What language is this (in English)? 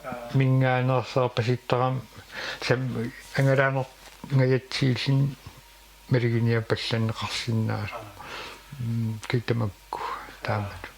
Kalaallisut